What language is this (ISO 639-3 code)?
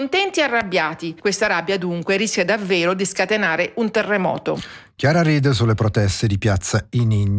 ita